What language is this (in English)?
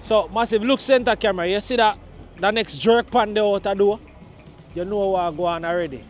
Jamaican Creole English